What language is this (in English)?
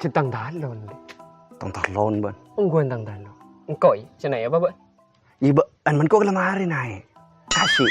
Madurese